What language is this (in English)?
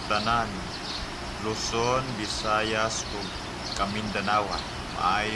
Cebuano